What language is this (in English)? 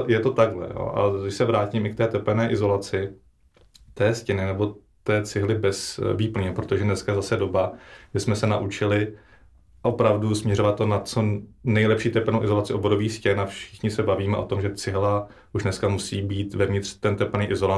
Czech